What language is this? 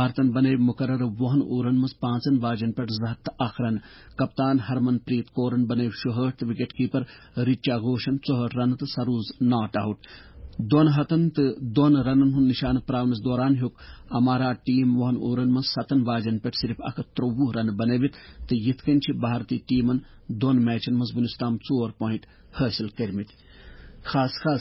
Kashmiri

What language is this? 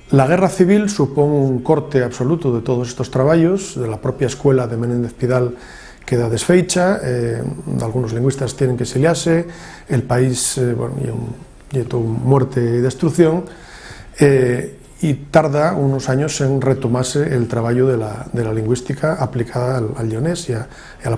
Asturian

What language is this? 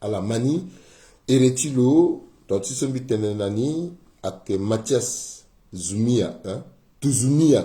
Sango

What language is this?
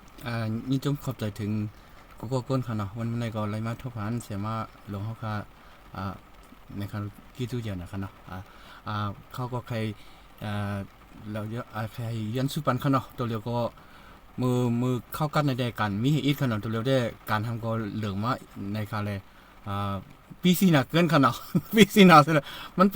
Shan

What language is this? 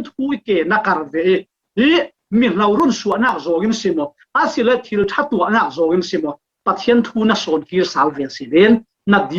Falam Chin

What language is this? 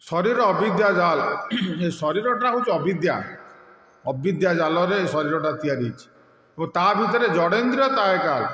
Odia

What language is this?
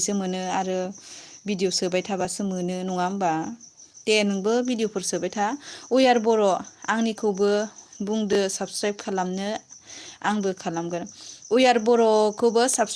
Bodo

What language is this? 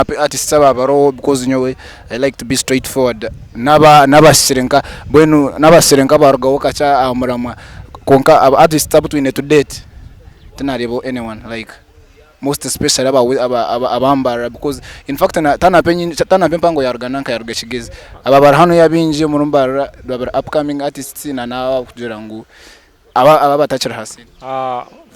Nyankole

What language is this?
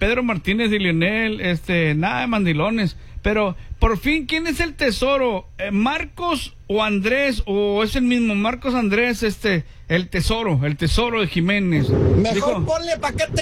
Spanish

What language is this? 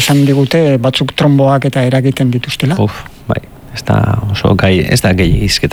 Basque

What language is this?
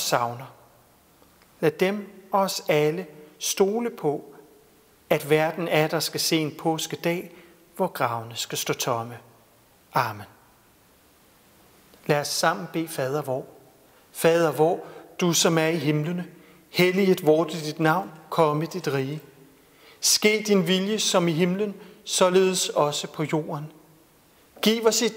Danish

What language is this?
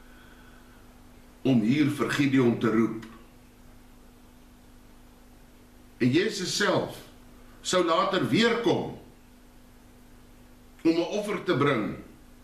Afrikaans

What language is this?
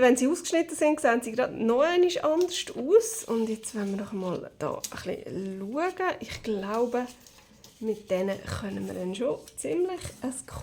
Swiss German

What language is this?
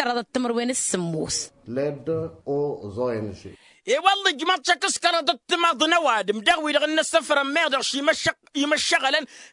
Tamasheq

